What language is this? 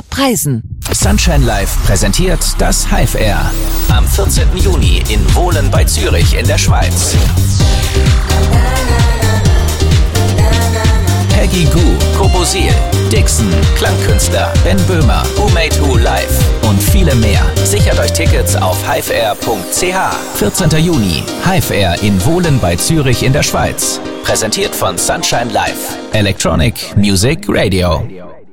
German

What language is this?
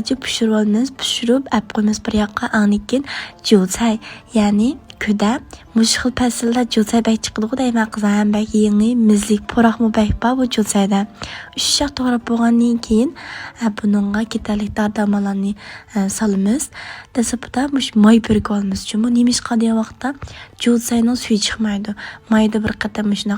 Uyghur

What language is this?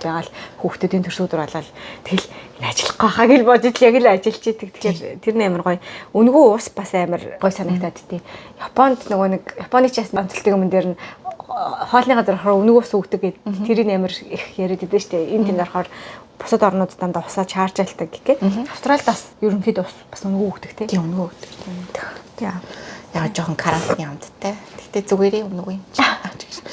Mongolian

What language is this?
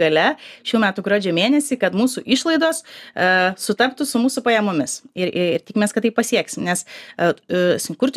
Lithuanian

